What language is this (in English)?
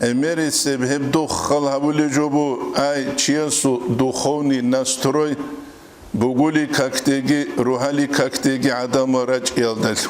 Avaric